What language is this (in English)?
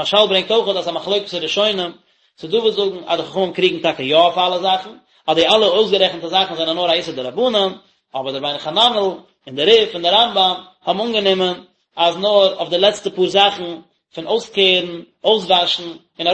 Yiddish